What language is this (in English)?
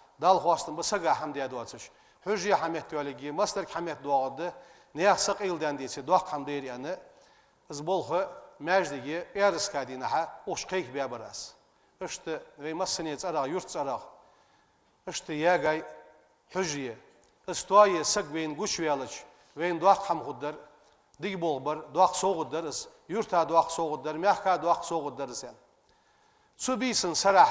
Ingush